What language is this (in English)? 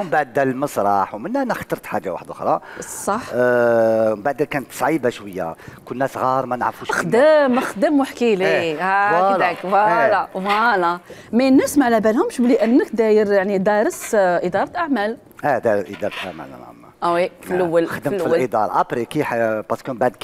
Algerian Arabic